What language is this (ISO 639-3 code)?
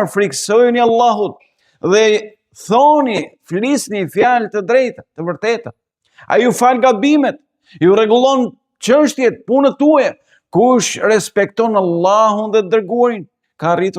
sqi